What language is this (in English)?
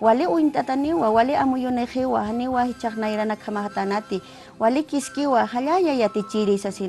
Aymara